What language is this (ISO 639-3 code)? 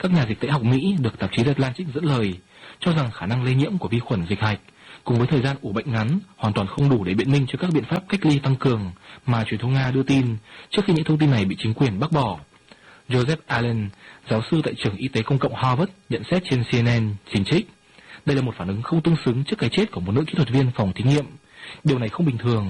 vie